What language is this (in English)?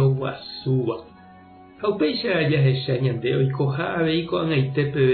Guarani